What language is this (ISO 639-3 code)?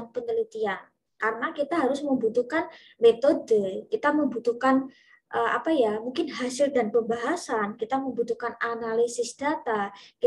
ind